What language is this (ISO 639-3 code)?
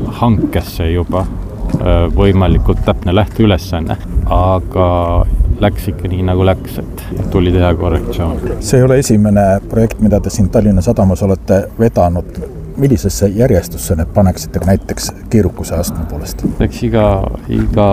est